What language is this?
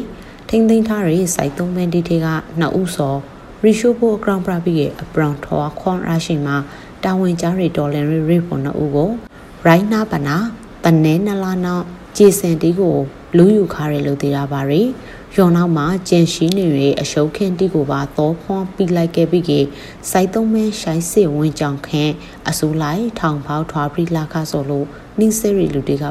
Burmese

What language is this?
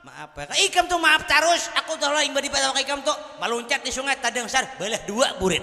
Banjar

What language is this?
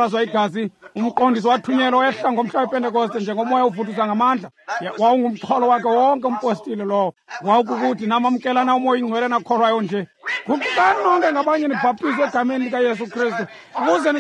Xhosa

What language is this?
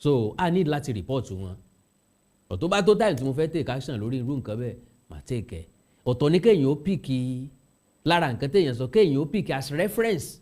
Yoruba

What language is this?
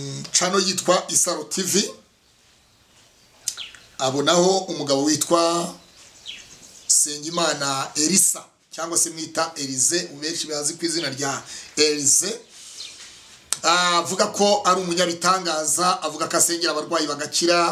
Kinyarwanda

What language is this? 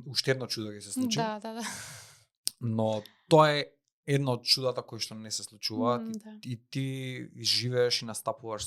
Macedonian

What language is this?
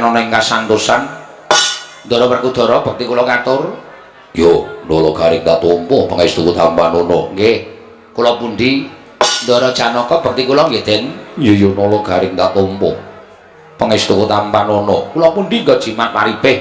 Javanese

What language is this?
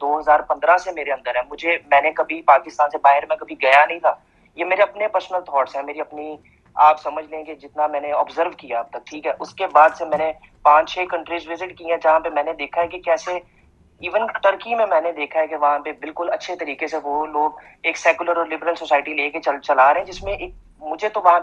Urdu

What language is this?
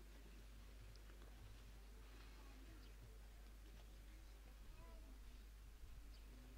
Bosnian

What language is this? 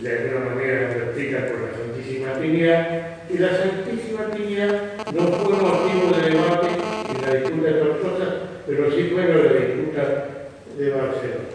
Ladino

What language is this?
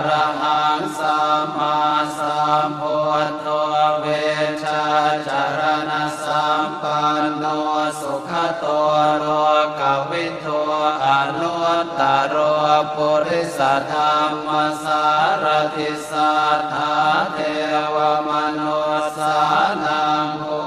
Pali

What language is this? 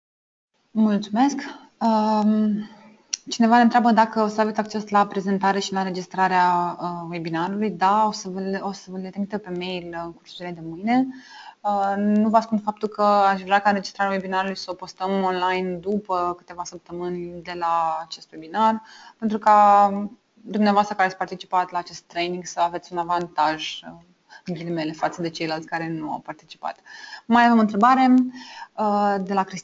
Romanian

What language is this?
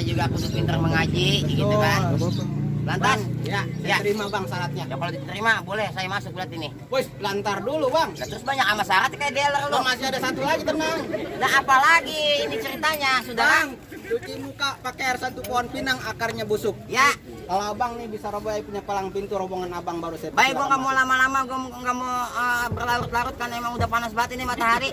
Betawi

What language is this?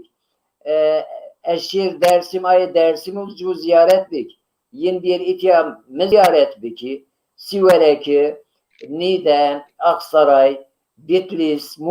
Zaza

